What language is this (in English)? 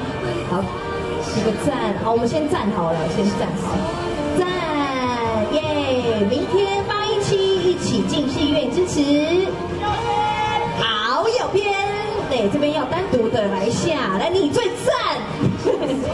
Chinese